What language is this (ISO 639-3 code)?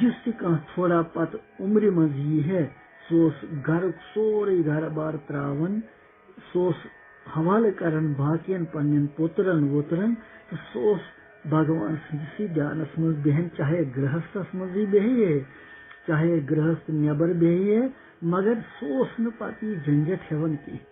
kas